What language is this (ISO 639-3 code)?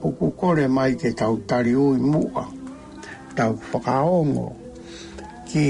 ton